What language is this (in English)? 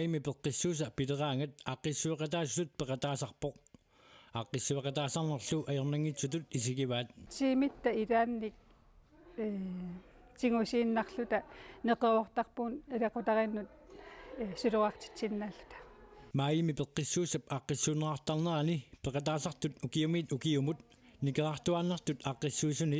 Kalaallisut